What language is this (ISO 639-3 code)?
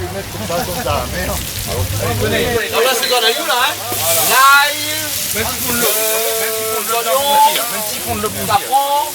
rcf